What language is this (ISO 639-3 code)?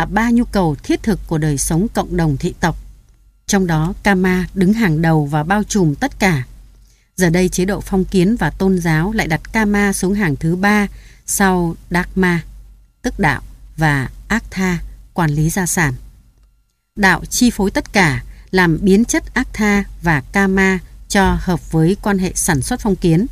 vie